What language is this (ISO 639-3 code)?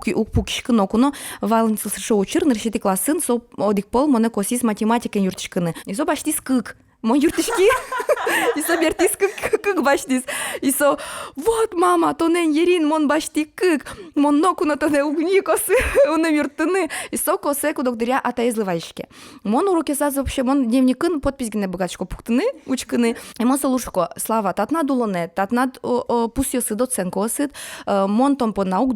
udm